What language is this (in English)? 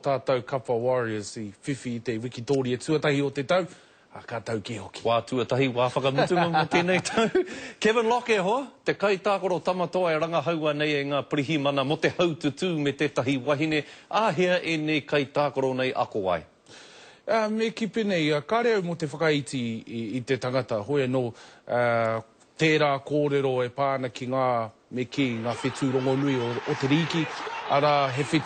Māori